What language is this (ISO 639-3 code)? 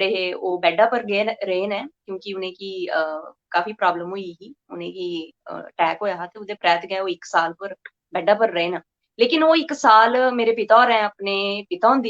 doi